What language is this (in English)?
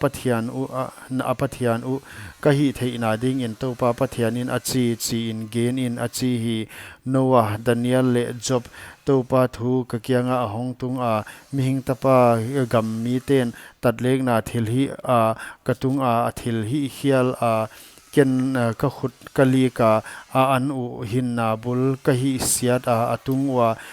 Paite Chin